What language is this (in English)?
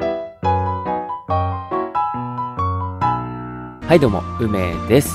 Japanese